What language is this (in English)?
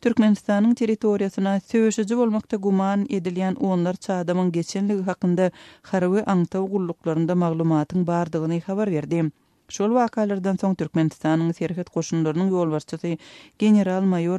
Turkmen